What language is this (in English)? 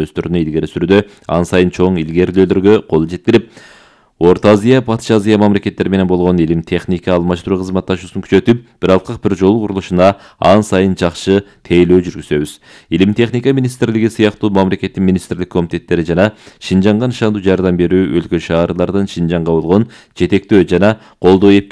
Kyrgyz